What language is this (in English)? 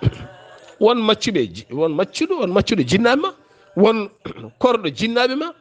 Fula